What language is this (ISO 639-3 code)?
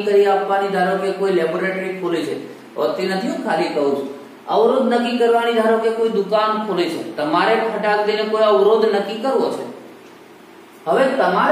guj